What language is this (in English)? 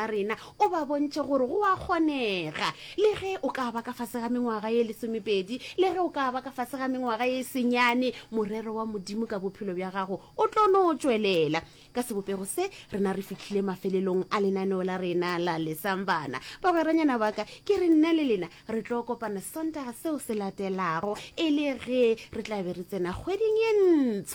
Northern Sotho